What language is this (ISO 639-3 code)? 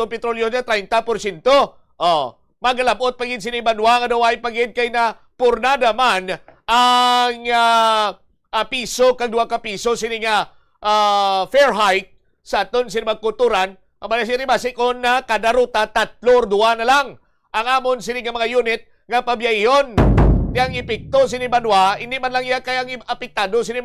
hil